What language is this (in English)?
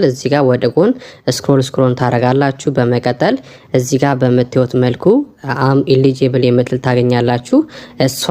Amharic